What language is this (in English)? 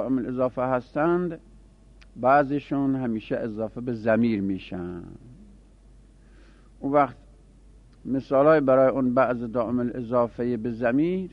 Persian